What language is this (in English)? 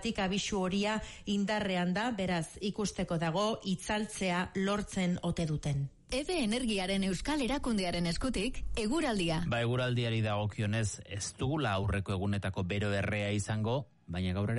Basque